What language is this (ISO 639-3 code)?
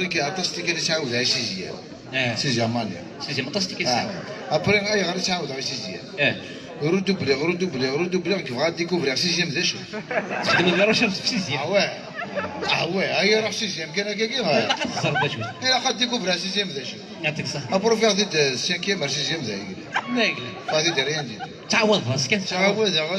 kab